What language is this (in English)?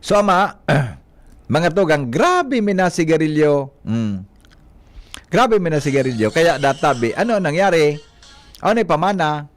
Bikol